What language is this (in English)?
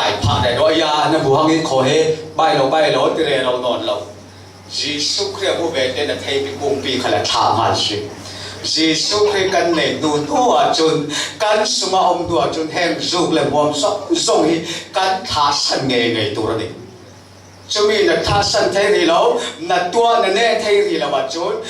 Falam Chin